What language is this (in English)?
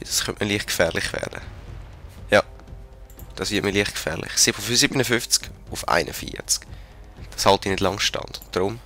Swiss German